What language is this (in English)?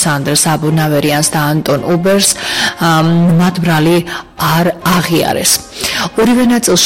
Georgian